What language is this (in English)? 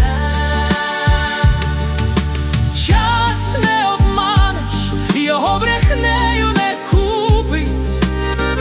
Ukrainian